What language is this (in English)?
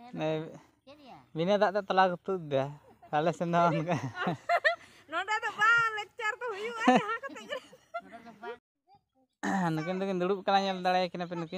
Santali